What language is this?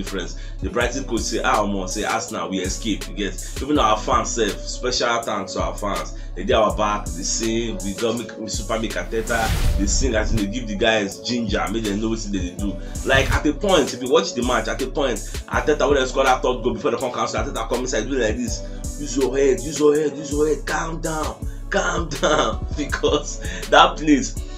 Nigerian Pidgin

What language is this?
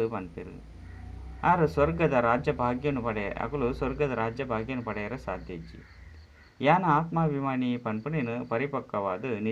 Tulu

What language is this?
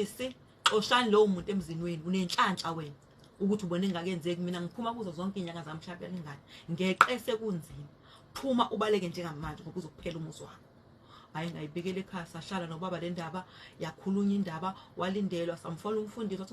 Zulu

